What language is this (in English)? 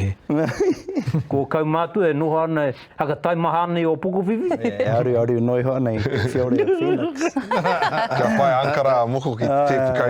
Māori